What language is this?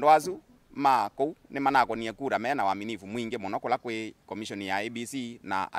Kamba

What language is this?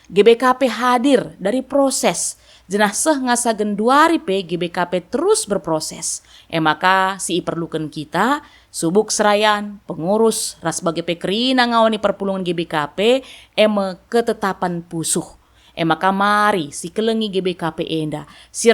Batak Karo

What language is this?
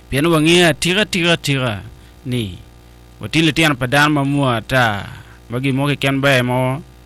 Acoli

